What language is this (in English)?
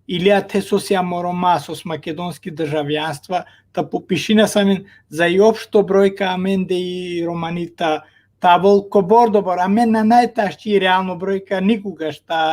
Balkan Romani